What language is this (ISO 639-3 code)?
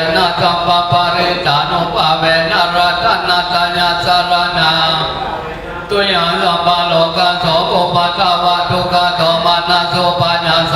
pli